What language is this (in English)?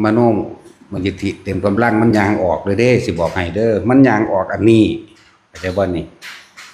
Northeastern Thai